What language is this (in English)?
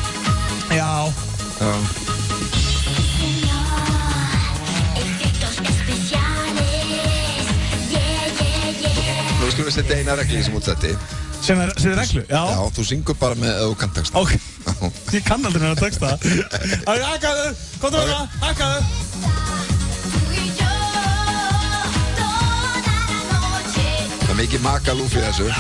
Icelandic